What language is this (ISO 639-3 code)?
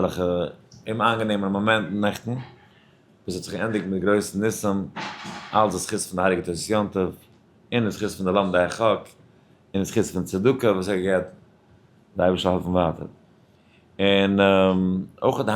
yid